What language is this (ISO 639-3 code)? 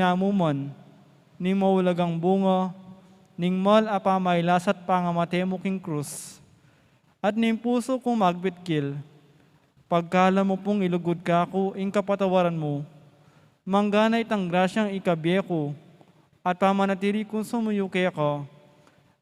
pam